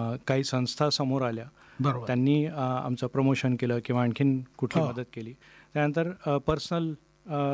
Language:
Marathi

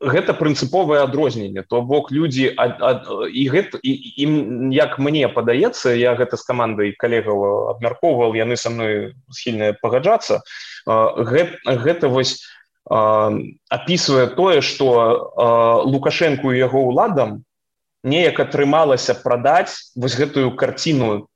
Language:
Belarusian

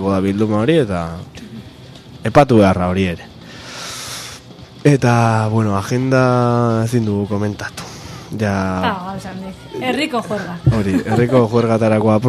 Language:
Basque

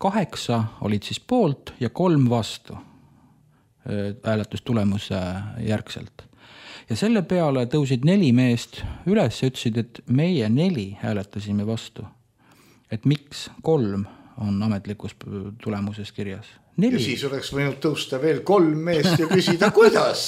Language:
Estonian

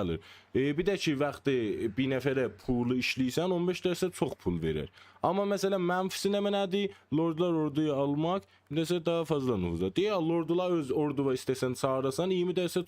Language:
South Azerbaijani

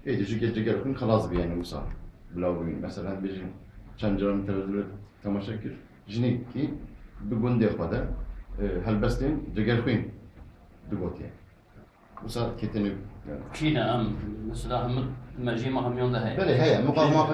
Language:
Kurdish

